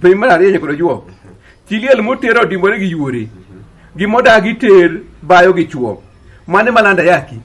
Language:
Luo (Kenya and Tanzania)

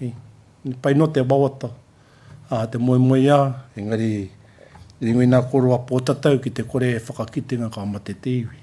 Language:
Māori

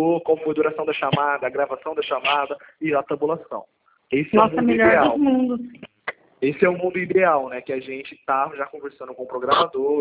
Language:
Portuguese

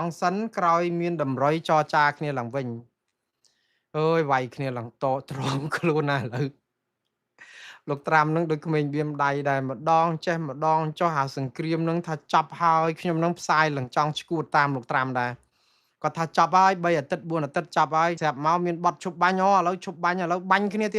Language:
Khmer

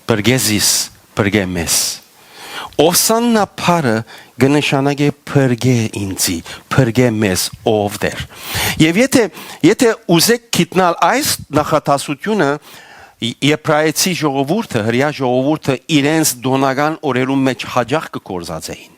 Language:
Western Armenian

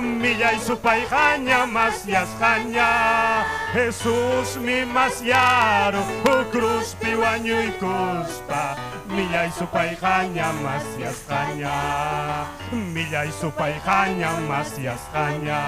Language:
Ayacucho Quechua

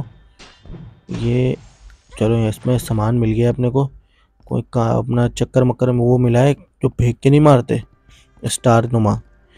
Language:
Hindi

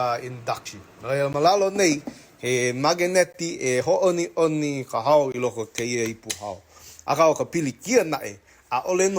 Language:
Hawaiian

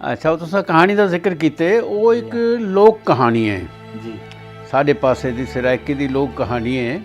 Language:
Saraiki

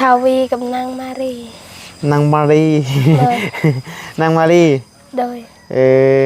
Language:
Northeastern Thai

